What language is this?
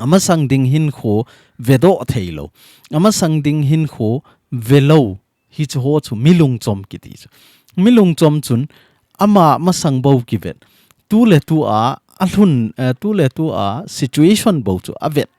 Thado Chin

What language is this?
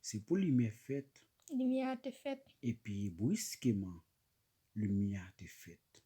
Haitian Creole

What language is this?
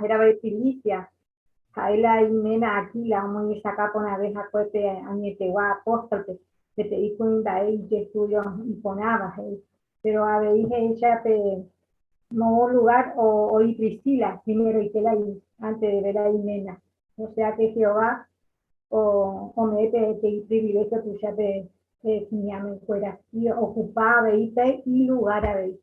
Guarani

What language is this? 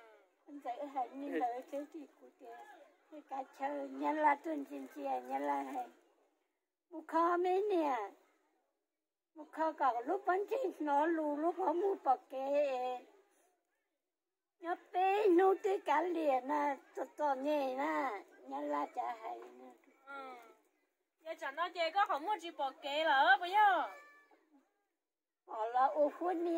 Vietnamese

